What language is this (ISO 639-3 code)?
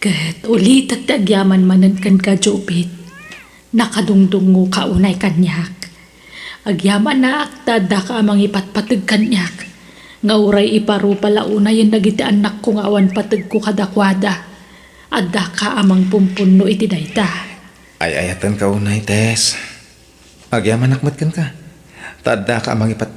ilo